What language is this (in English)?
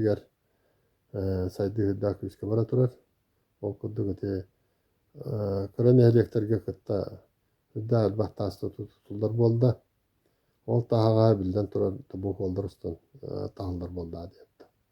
Yakut